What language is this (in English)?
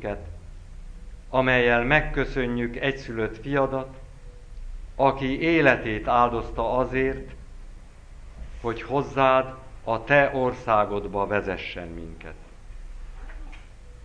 Hungarian